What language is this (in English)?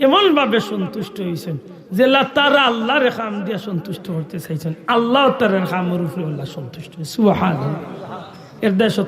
Sylheti